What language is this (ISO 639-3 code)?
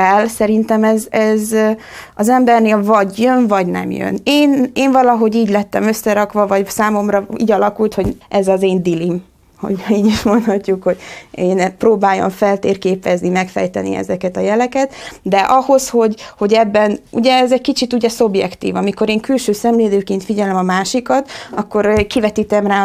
hun